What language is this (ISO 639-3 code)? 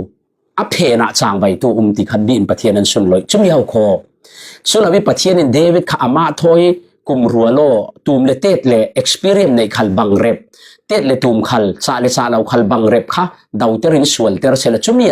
cfm